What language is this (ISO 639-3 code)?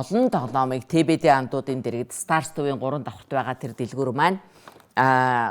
mon